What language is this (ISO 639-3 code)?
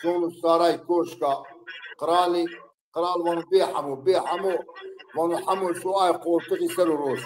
zza